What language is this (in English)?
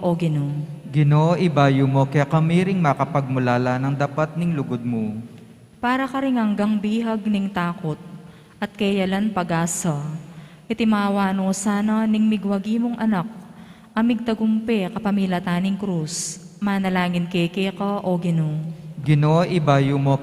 Pampanga